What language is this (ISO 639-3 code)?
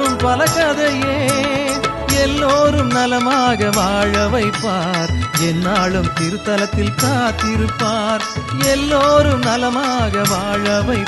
tam